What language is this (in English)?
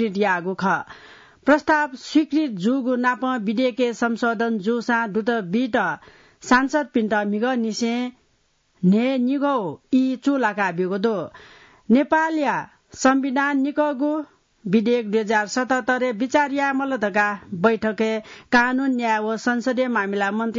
Newari